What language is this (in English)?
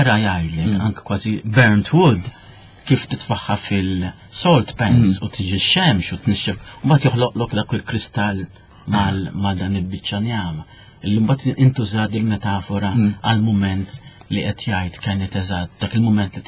Maltese